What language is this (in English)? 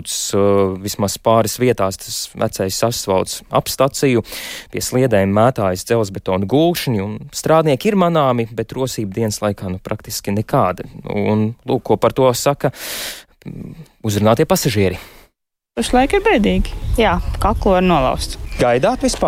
Latvian